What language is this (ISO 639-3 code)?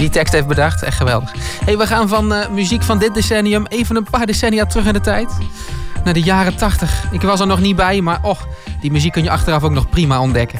nld